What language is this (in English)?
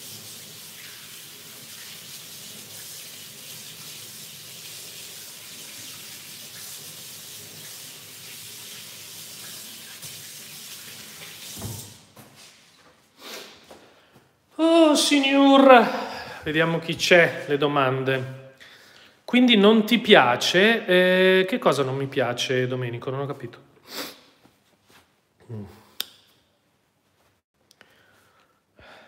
Italian